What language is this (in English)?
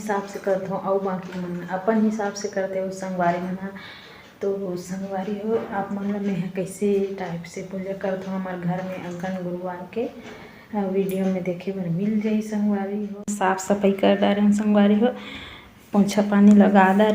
Chhattisgarhi